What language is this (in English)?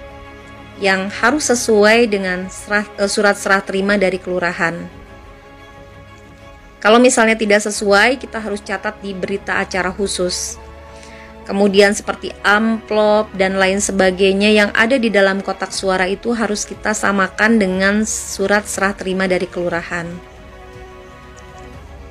Indonesian